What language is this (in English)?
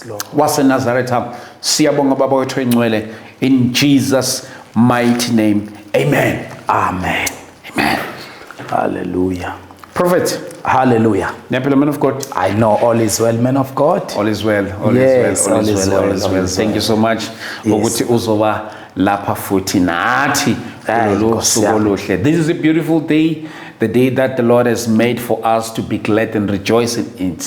Zulu